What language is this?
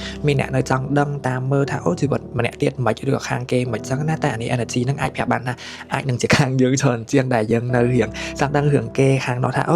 Khmer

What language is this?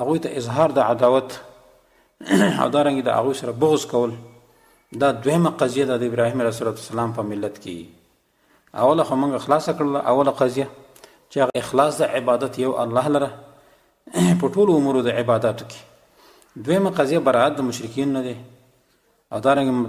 Pashto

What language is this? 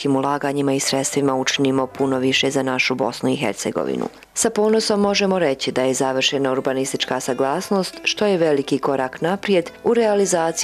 Bosnian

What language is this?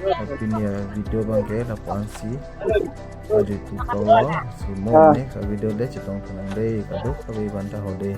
Karbi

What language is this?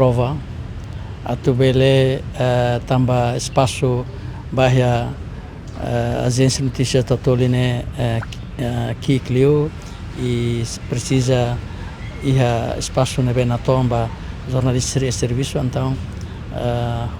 Tetum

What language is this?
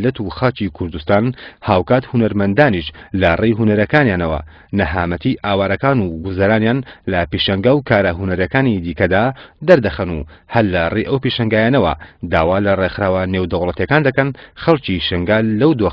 Central Kurdish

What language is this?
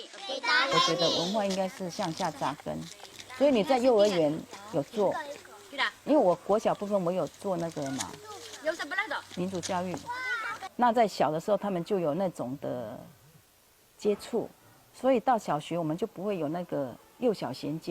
Taroko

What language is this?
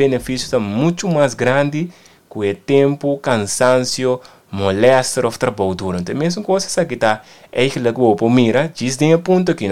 Papiamento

